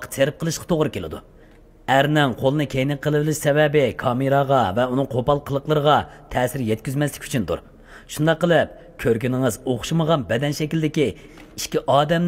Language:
Uyghur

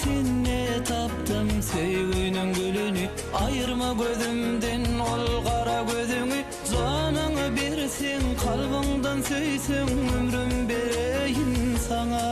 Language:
Turkmen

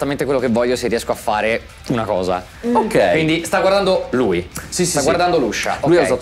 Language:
Italian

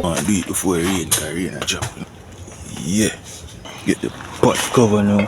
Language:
Jamaican Creole English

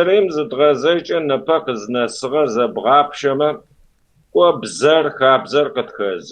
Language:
Kabardian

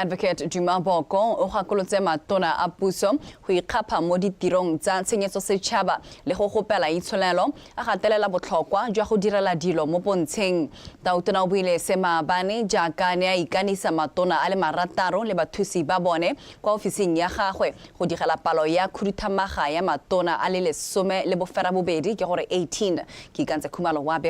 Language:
Tswana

